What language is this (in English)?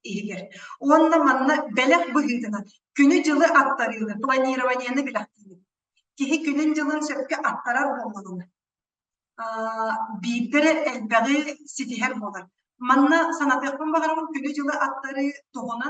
Yakut